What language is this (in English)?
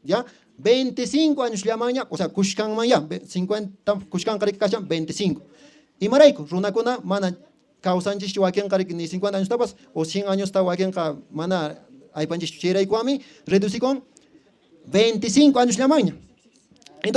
Quechua